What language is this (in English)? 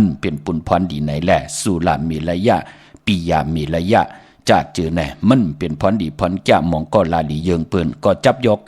Shan